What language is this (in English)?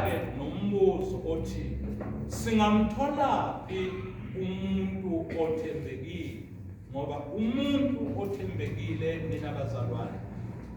Zulu